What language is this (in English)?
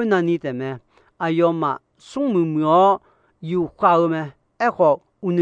Akha